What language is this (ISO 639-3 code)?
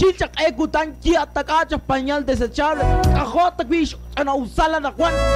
kek